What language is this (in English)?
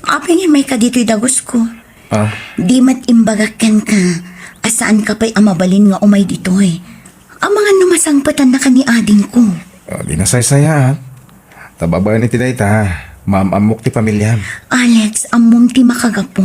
Iloko